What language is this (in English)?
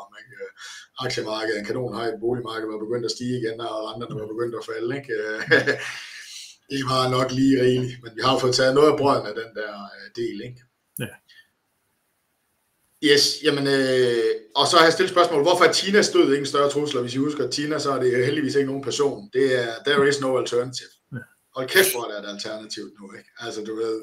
Danish